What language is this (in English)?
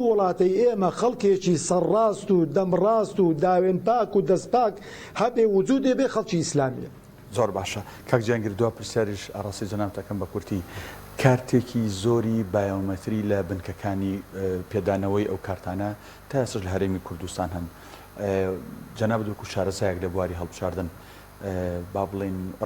Central Kurdish